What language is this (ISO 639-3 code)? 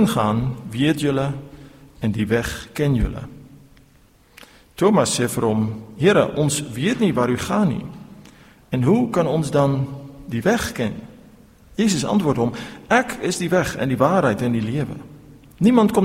afr